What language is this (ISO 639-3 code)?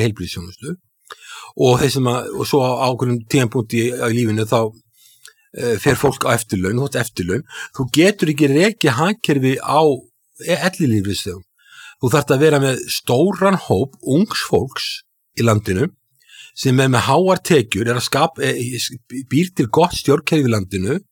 isl